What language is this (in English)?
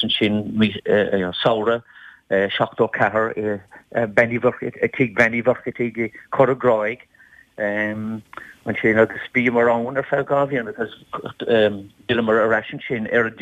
Irish